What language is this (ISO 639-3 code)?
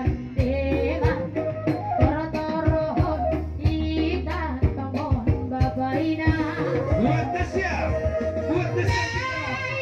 bts